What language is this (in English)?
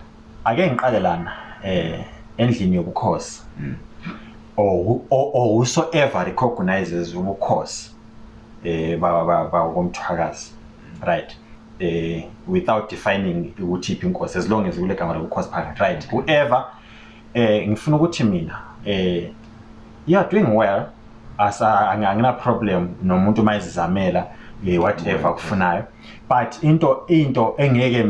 Zulu